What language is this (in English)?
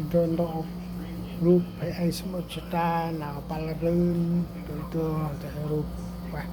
Central Mnong